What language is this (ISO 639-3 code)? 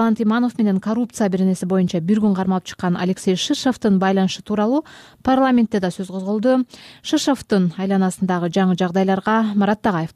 kir